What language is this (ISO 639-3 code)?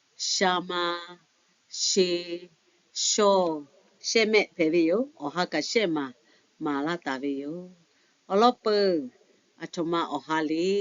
lhu